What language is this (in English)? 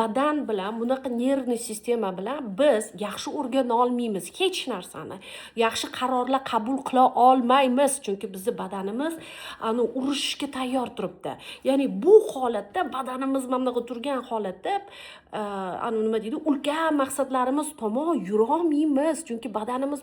Uzbek